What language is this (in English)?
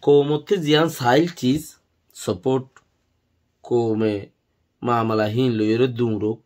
Rohingya